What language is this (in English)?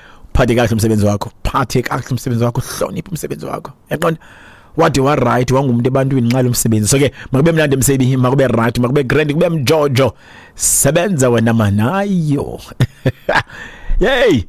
Xhosa